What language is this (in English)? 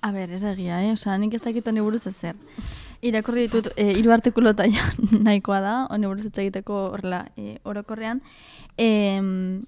Basque